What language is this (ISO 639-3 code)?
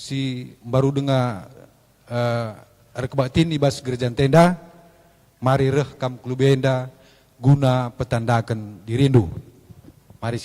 btx